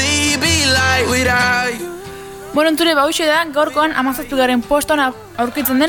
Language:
Basque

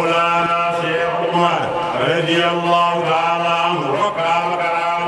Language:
Fula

